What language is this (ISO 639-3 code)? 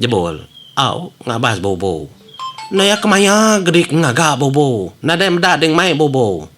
iba